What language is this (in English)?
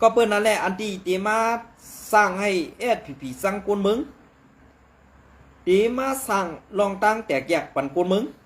Shan